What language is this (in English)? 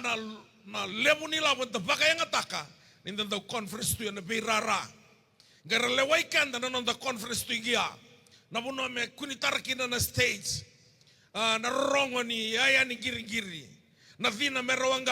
Fijian